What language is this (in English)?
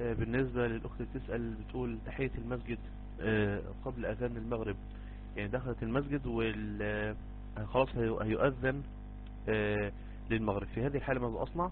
Egyptian Arabic